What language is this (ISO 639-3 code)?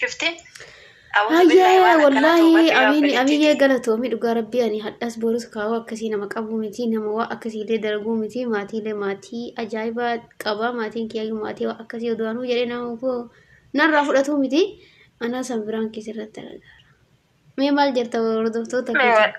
orm